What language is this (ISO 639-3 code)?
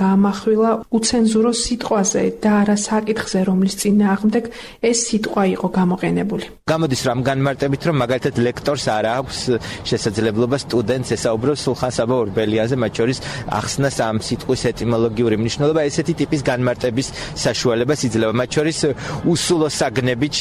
kat